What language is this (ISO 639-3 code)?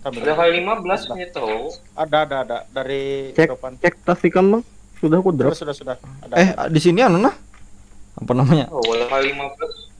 bjn